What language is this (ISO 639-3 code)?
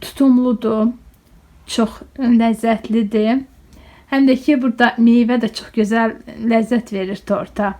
aze